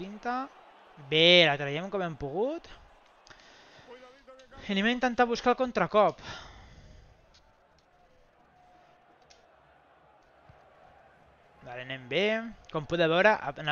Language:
Catalan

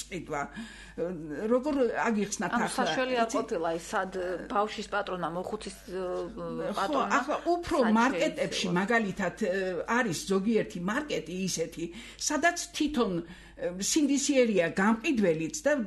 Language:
Georgian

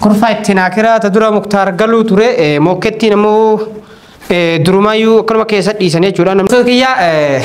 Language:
Oromo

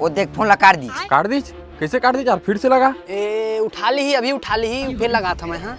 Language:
Chhattisgarhi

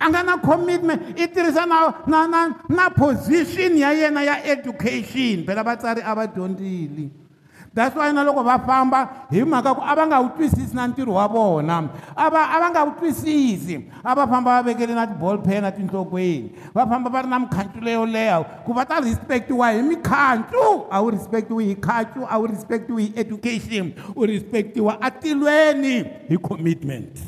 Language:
Tsonga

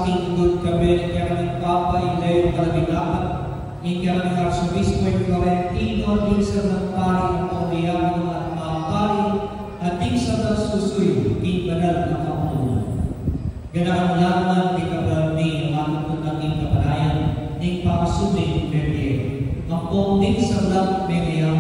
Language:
Pampanga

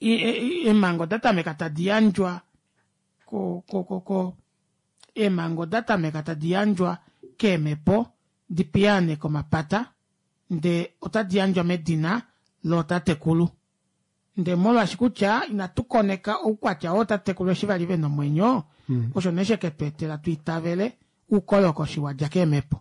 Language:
Kuanyama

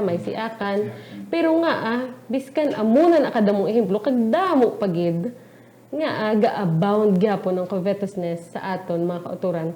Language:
Hiligaynon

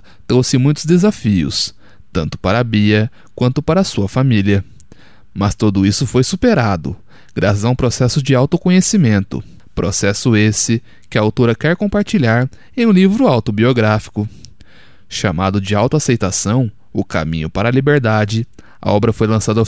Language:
Portuguese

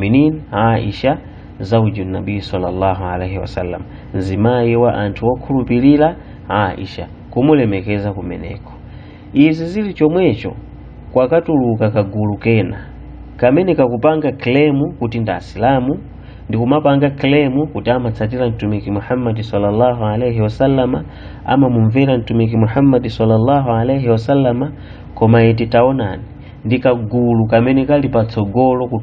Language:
Nyanja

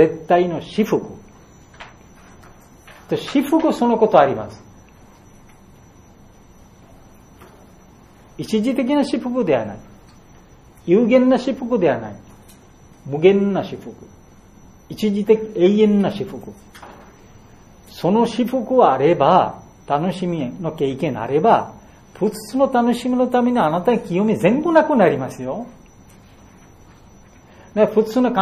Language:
Japanese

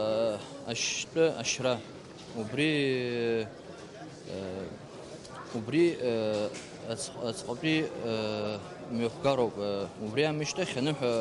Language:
Abkhazian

